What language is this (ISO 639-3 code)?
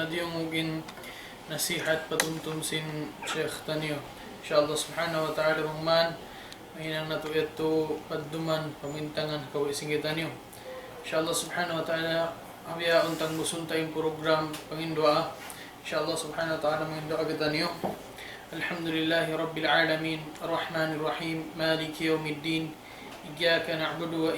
tsg